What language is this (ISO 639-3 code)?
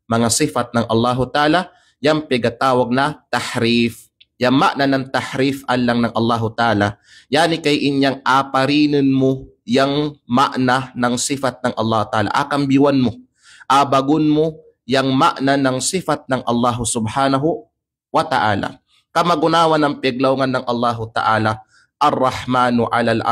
kqe